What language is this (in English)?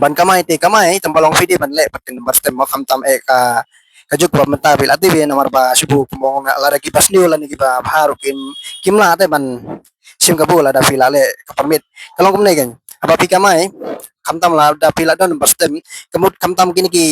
Khasi